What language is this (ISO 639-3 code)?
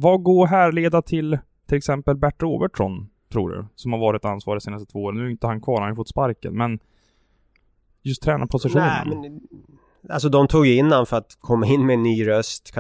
swe